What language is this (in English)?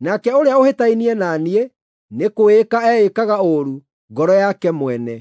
Kikuyu